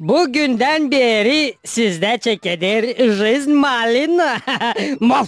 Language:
Gagauz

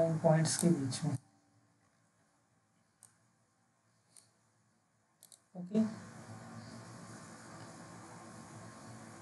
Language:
Hindi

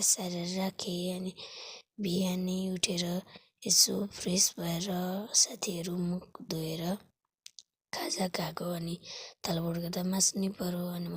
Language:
Nepali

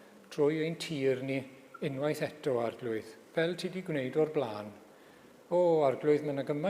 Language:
Welsh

